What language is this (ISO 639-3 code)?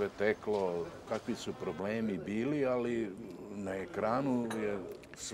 srp